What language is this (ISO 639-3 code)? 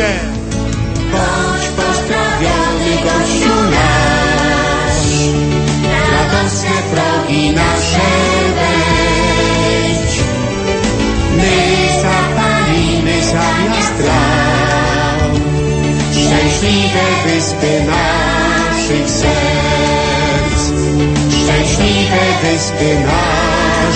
pol